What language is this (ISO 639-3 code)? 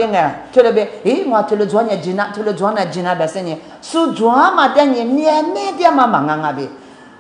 lis